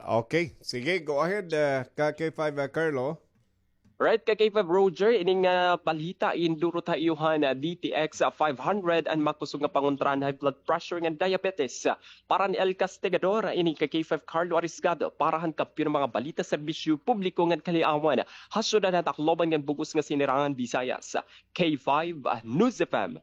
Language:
Waray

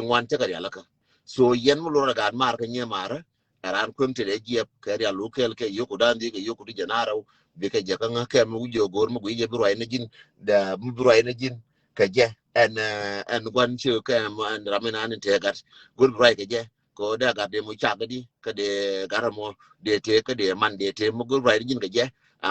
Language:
Nuer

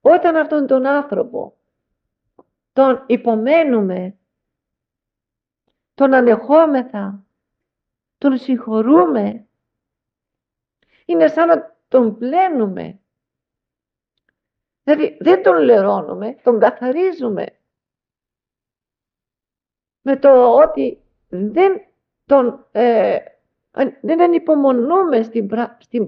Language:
Greek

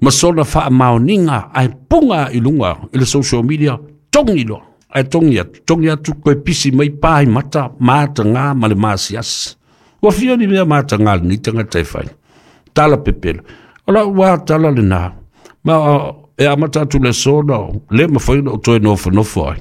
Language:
Samoan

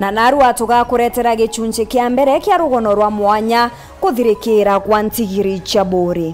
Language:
Meru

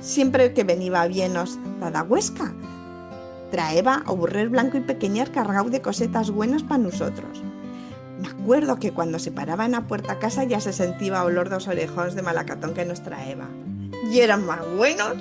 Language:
Aragonese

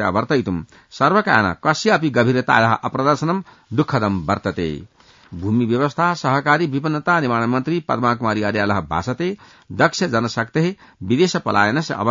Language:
Sanskrit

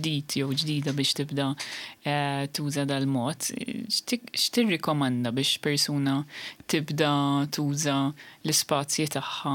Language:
Maltese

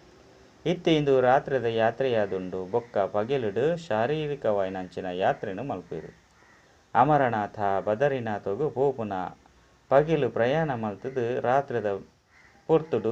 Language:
Tulu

